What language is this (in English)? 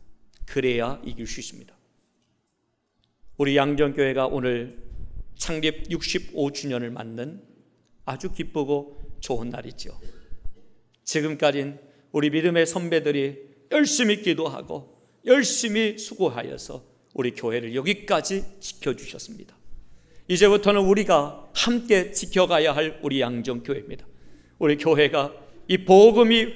Korean